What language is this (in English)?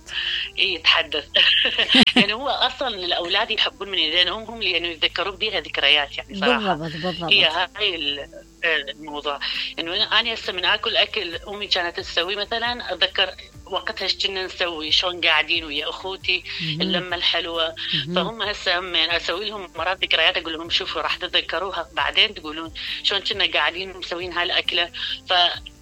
Mesopotamian Arabic